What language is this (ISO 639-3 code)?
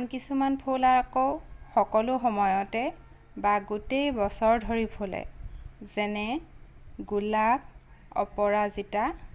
asm